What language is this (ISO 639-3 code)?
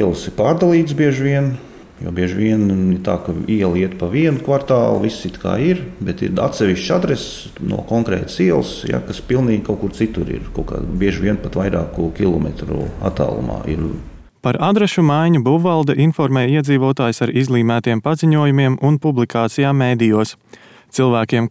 lav